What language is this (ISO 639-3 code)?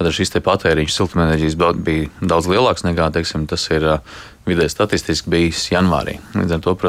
lav